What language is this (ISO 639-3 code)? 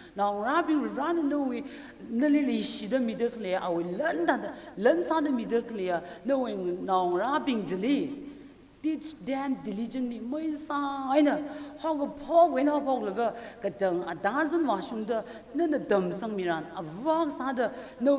nmf